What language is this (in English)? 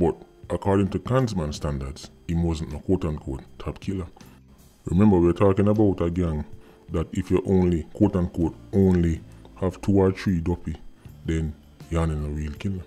Jamaican Creole English